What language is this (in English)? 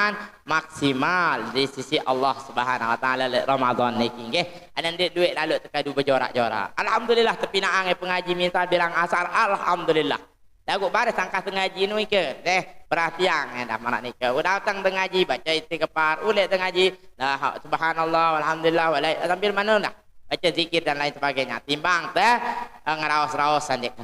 Sasak